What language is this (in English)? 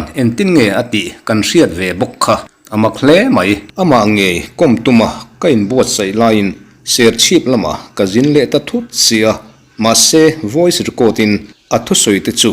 Mizo